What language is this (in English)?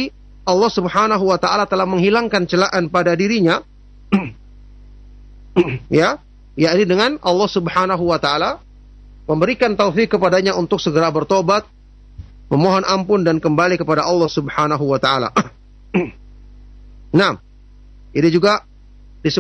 Indonesian